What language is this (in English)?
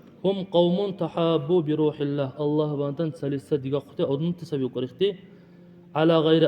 Dargwa